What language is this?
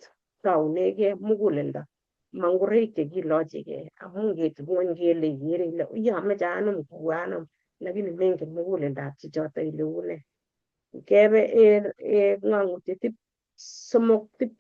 Kalenjin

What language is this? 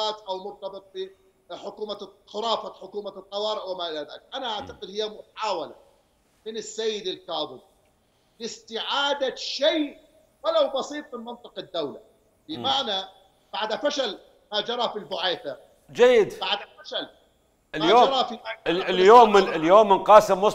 Mesopotamian Arabic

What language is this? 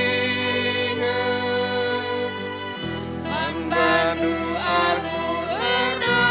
Batak Karo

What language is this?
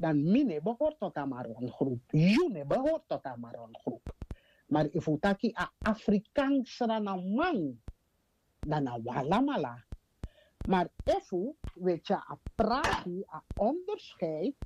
Sranan Tongo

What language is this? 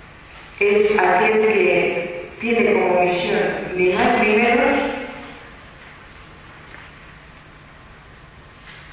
Spanish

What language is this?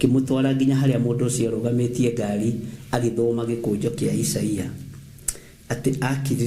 Kikuyu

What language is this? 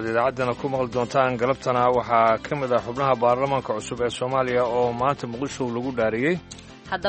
Somali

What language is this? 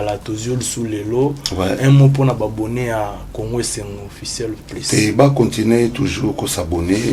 Lingala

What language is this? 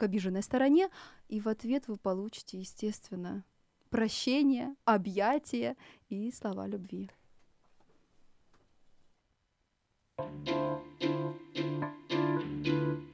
Russian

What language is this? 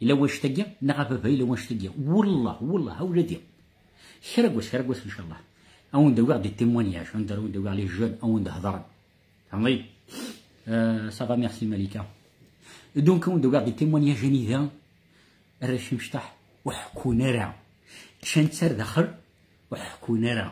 Kabyle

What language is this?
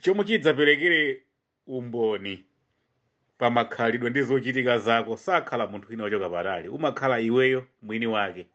Nyanja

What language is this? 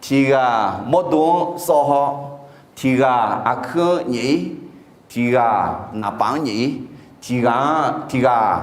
Akha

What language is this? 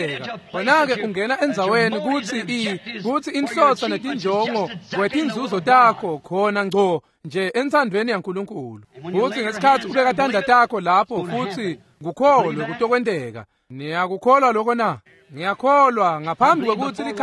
Swati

